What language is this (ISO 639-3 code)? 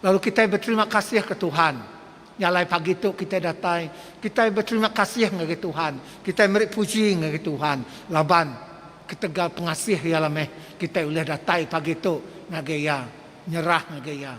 iba